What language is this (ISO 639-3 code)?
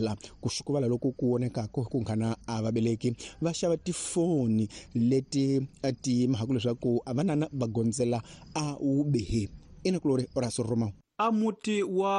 tso